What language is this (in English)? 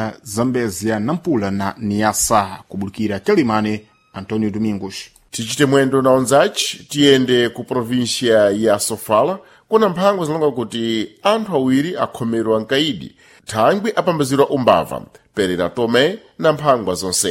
Sena